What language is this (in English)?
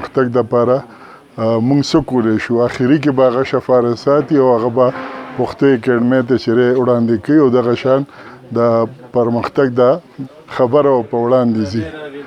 Pashto